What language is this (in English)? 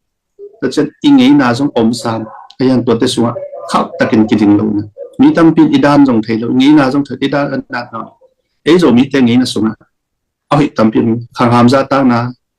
Tedim Chin